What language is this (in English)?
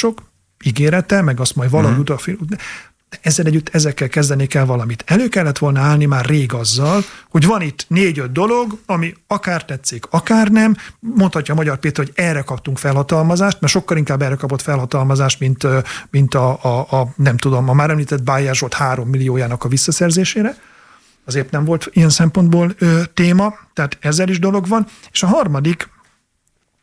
Hungarian